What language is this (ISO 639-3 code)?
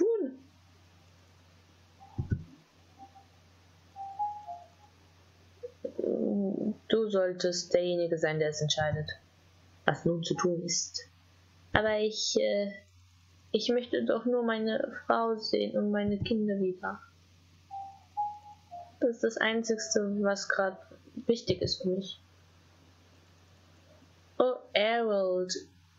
deu